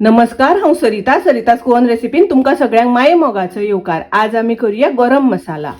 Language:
Konkani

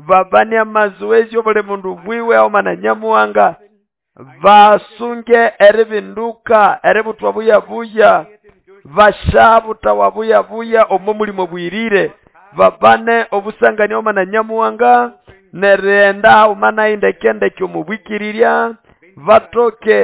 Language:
Nande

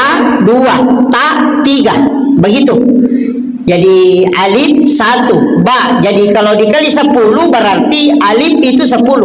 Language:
Buginese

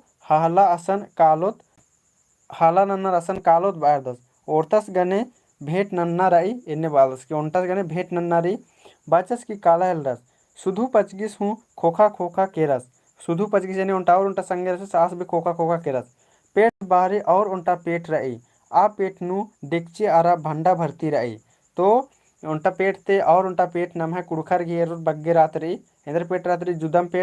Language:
Kurukh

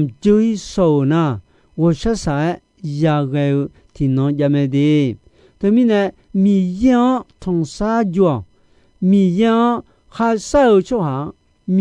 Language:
Akha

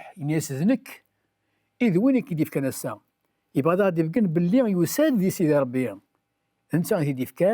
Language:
Kabyle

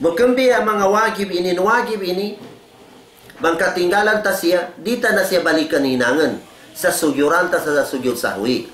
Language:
Tausug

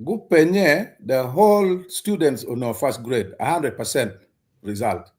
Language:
Acoli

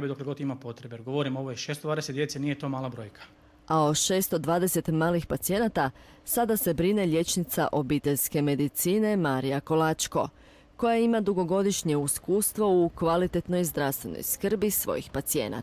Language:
Croatian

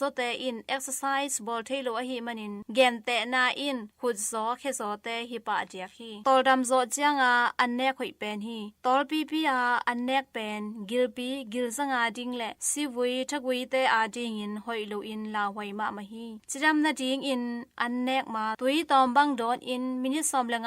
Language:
Tedim Chin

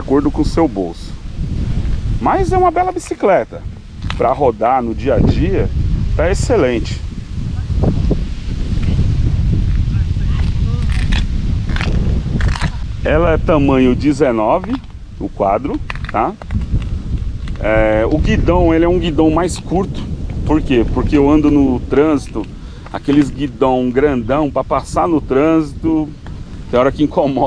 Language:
Portuguese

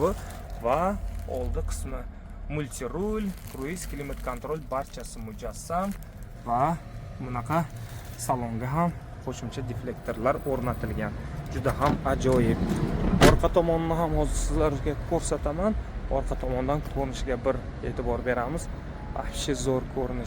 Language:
Uzbek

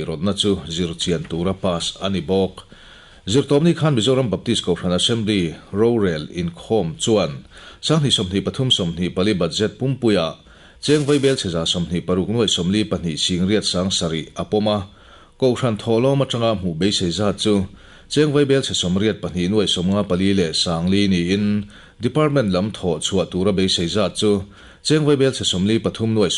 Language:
Mizo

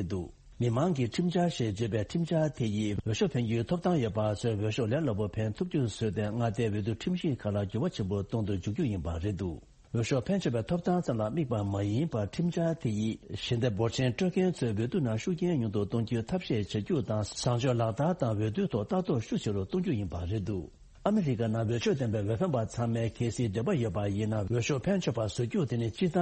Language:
Tibetan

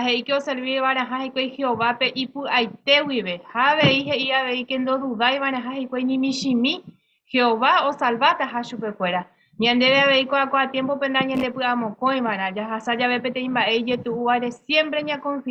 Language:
Guarani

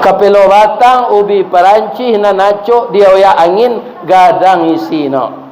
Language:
Minangkabau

